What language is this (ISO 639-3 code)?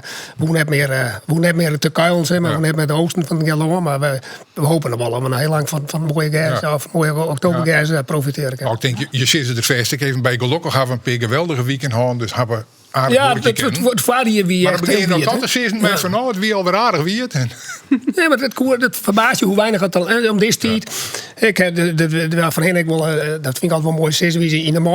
fry